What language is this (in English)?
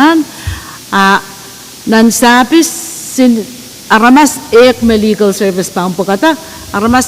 Pohnpeian